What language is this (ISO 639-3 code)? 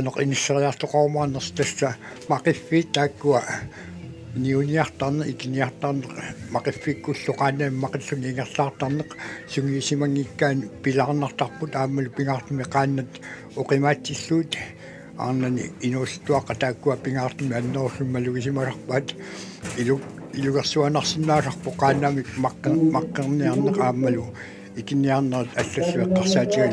kal